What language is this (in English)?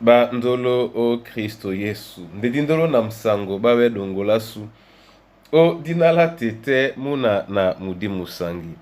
Duala